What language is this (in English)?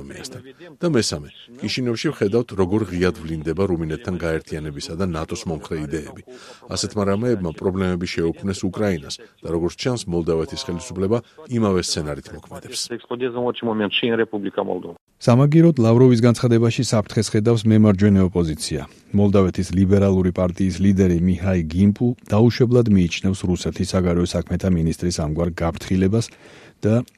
Georgian